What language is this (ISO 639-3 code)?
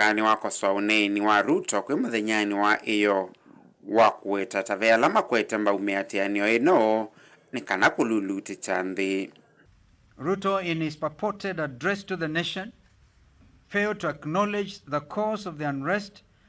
kam